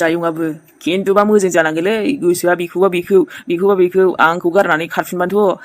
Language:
Bodo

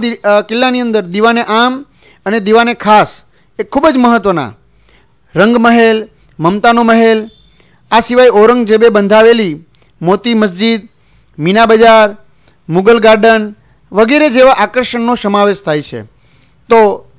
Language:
Gujarati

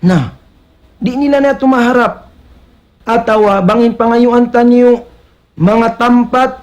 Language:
Tausug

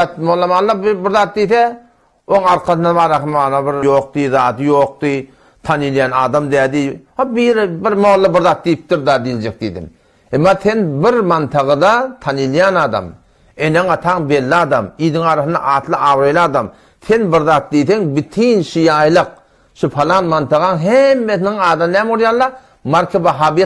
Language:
Turkmen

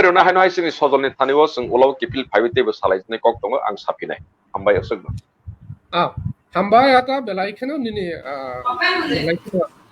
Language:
Kok Borok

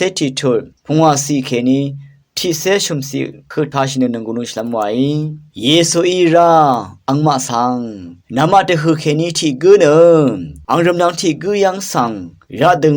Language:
Rawang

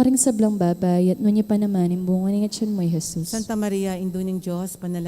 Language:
Pampanga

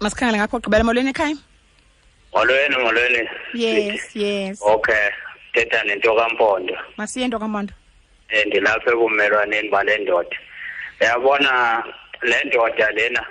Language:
Xhosa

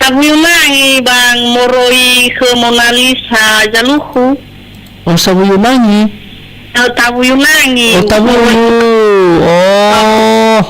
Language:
Nias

